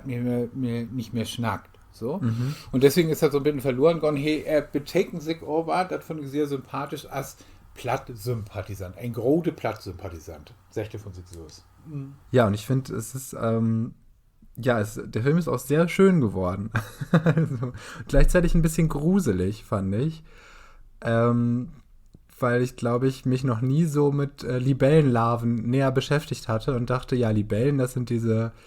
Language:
Low German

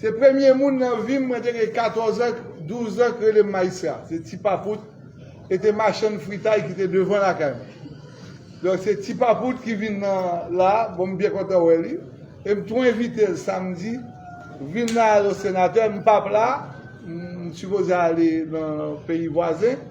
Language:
Haitian Creole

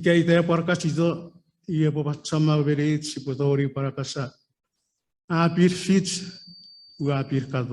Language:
Chuukese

